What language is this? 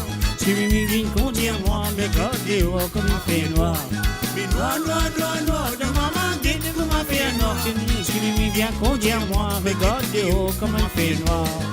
Morisyen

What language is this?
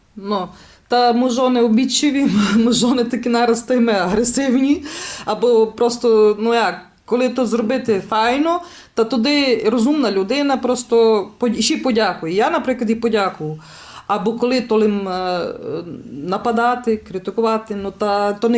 Rusyn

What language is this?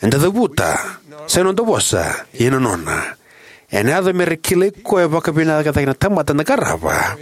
Fijian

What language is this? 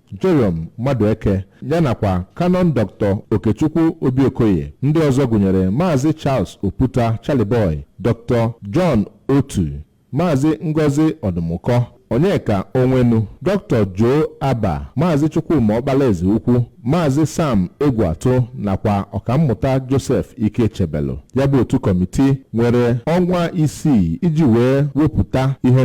Igbo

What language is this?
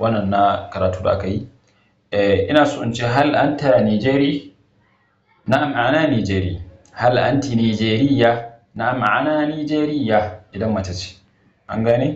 Hausa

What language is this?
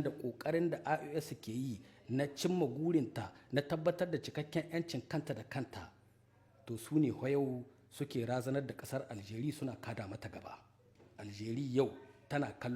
Hausa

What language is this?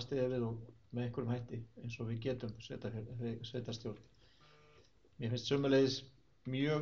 Icelandic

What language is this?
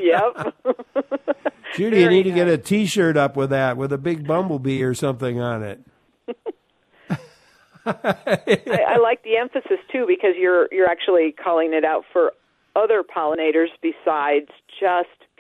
English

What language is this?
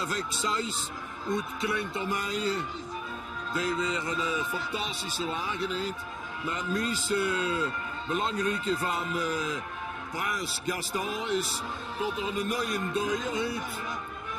Limburgish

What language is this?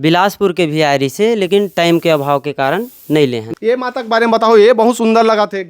Chhattisgarhi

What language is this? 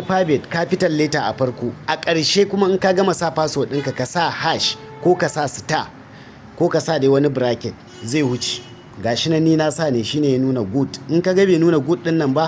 Hausa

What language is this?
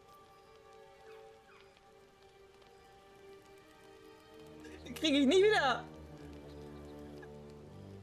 German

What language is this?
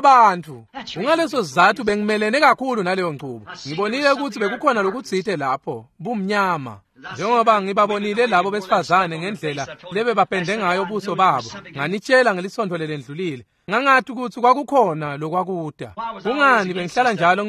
Swati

